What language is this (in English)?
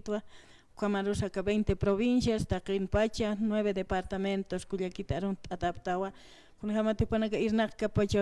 Aymara